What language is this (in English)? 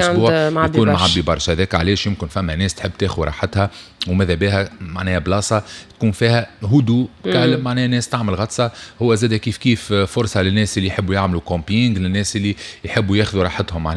Tunisian Arabic